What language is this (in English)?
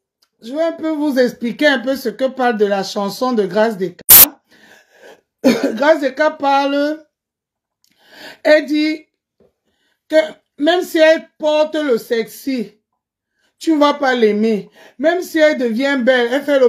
French